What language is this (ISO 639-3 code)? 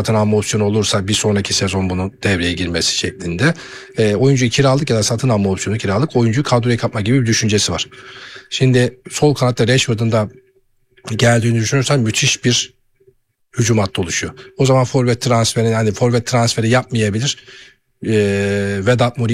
tur